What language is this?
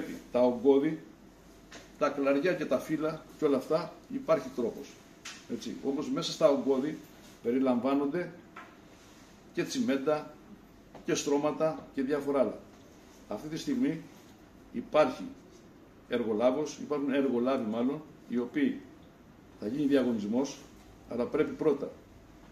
Greek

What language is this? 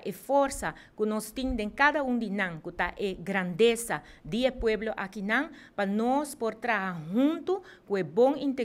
Papiamento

